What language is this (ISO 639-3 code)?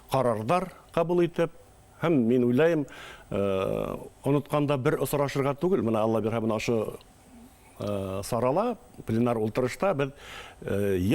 bak